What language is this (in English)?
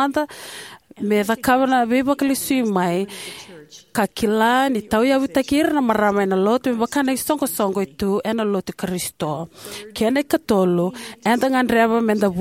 Fijian